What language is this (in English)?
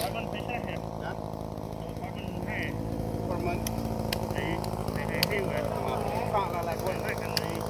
Central Mnong